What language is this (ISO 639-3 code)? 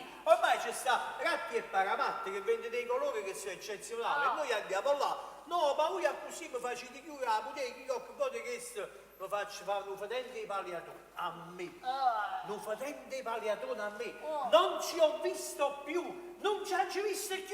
nap